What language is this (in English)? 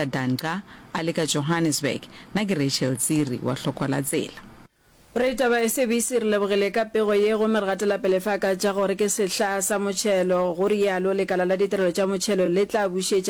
Northern Sotho